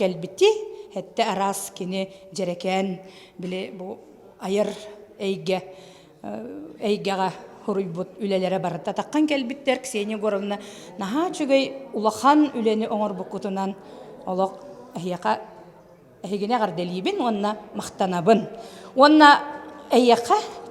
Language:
Yakut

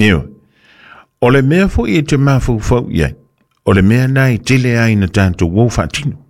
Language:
Samoan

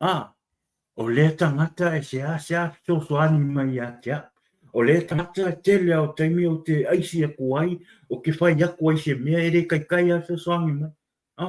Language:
Samoan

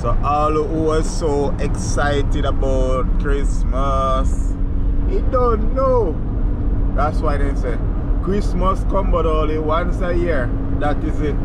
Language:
Jamaican Creole English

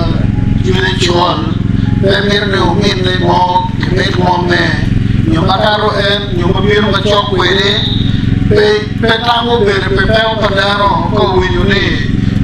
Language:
Acoli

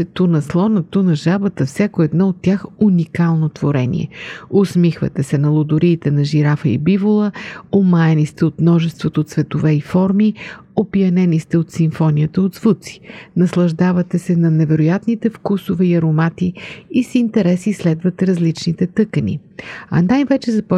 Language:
Bulgarian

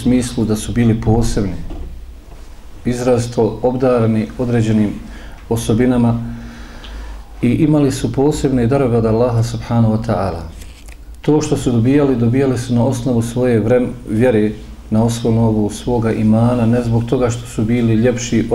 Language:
Bosnian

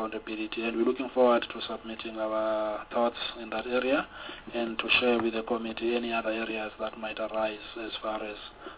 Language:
English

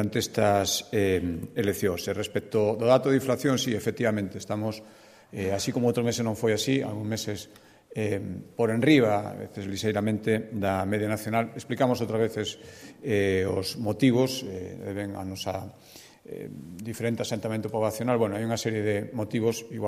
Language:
Galician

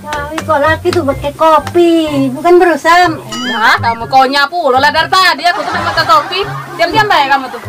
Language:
Musi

